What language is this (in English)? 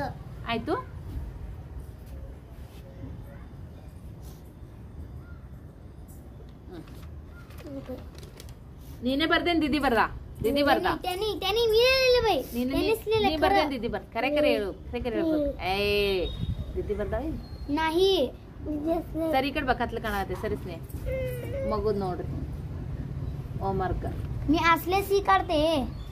Kannada